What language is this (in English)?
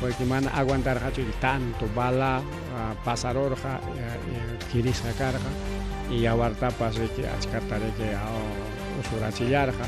Ayacucho Quechua